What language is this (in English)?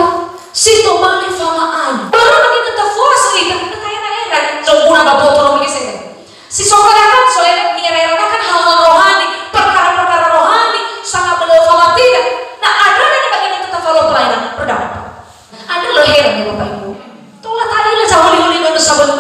Nias